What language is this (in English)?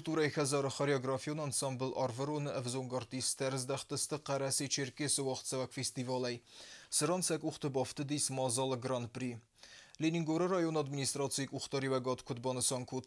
Ossetic